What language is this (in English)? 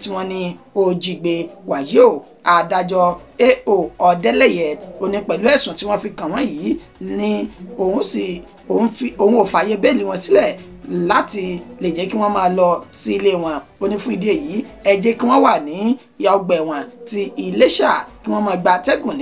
Yoruba